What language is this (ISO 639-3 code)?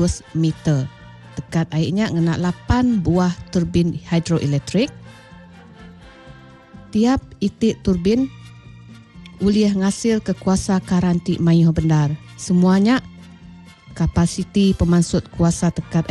iba